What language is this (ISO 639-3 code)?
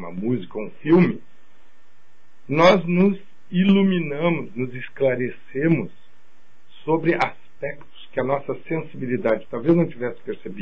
por